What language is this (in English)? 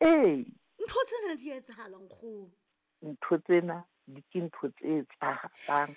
Southern Sotho